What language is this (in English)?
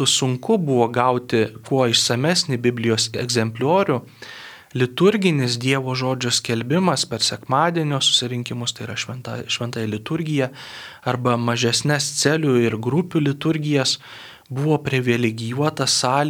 Lithuanian